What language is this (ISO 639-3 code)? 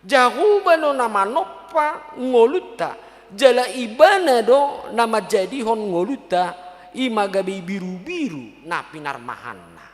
bbc